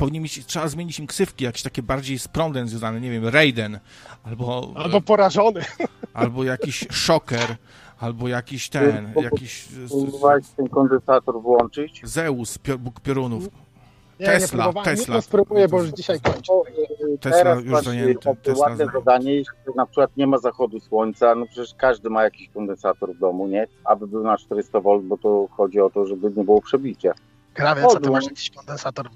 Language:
Polish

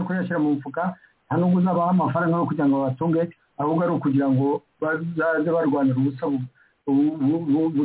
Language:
Kinyarwanda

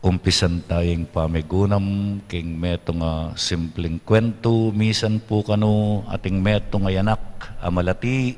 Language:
Pampanga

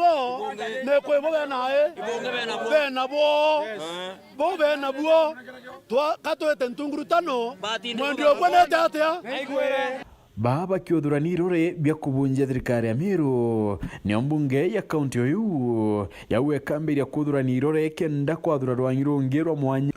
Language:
Meru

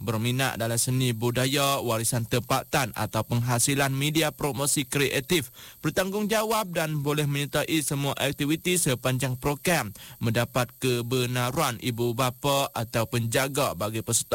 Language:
Malay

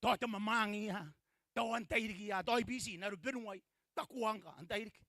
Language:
Gilbertese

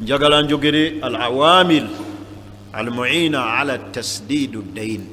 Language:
Ganda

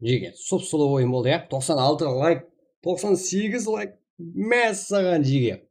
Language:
Kara-Kalpak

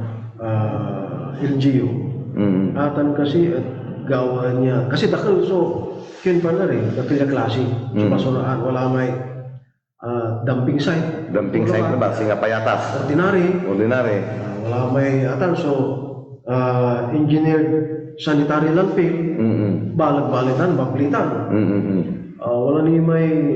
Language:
Pangasinan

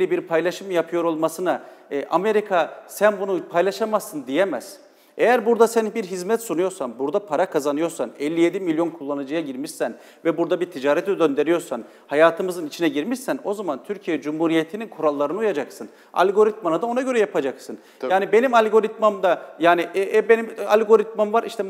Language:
Turkish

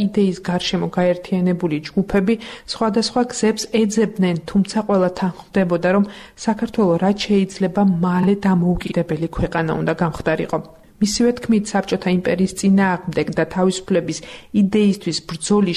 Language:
Georgian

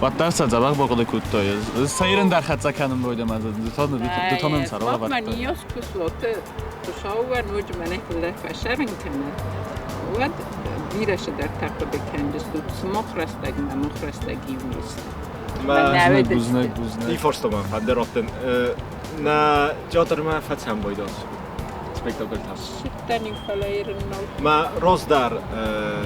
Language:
Ossetic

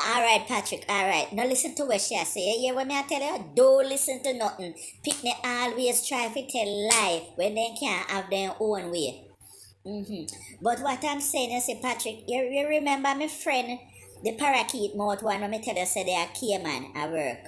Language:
Jamaican Creole English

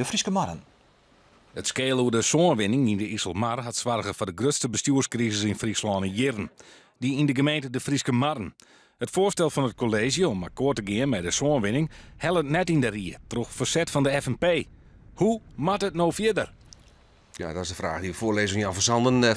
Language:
Western Frisian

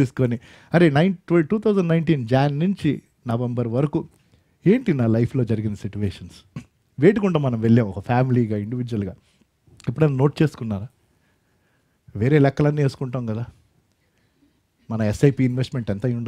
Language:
Telugu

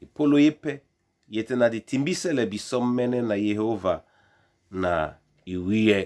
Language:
Duala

